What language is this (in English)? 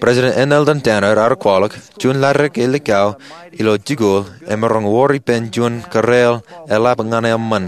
Marshallese